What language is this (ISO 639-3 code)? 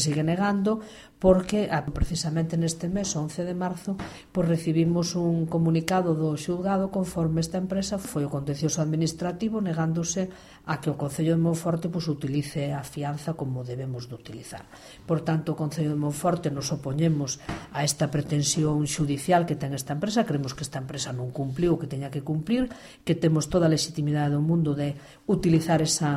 glg